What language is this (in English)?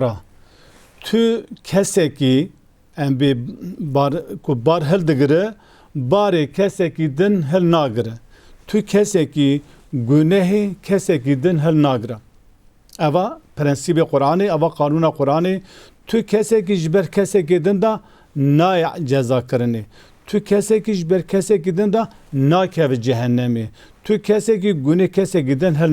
Kurdish